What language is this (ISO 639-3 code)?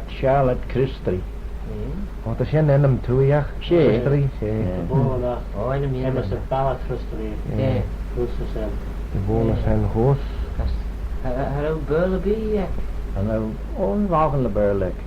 glv